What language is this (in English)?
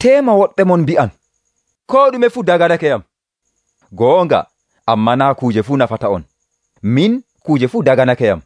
Nigerian Fulfulde